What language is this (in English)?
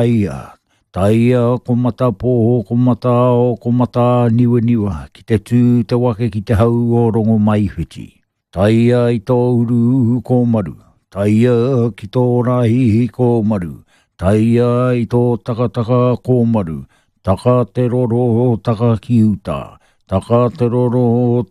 Māori